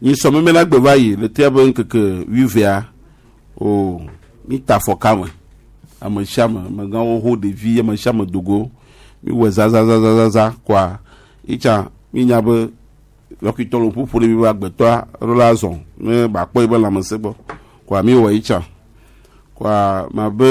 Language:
Gen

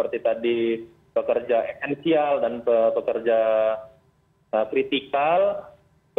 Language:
Indonesian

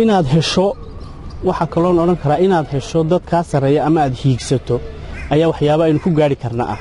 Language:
Somali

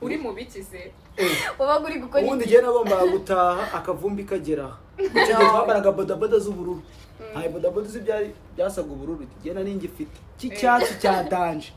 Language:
Kinyarwanda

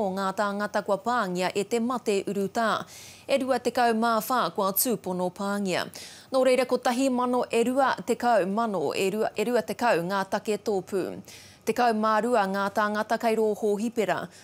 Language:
Māori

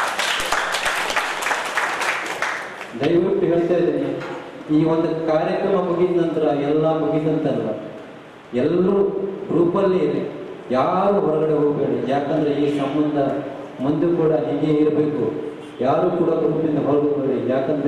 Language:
Kannada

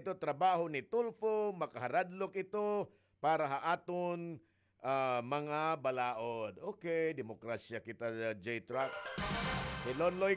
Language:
Waray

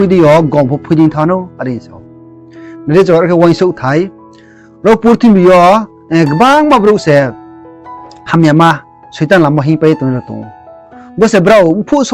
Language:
Riang (India)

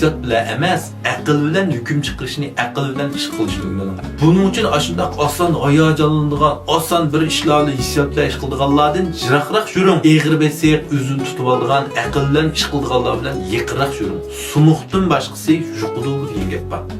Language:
Uyghur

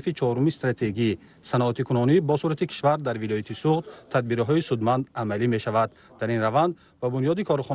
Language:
Tajik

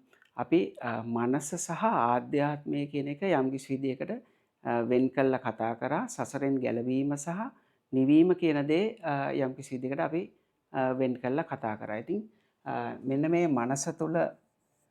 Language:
Sinhala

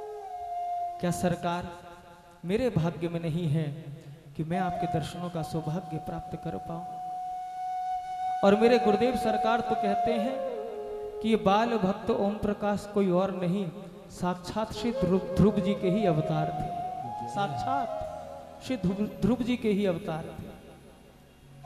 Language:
Hindi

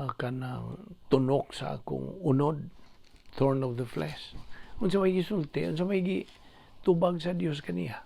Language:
Cebuano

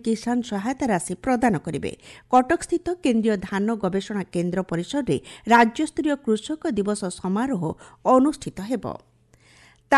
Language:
Odia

